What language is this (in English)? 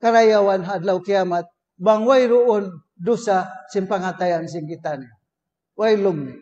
Tausug